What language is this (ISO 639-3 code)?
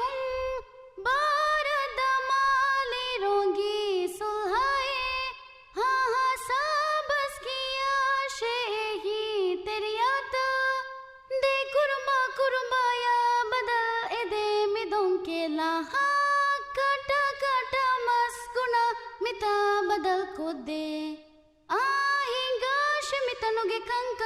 div